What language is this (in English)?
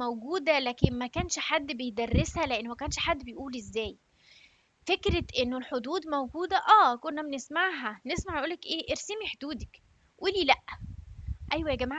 Egyptian Arabic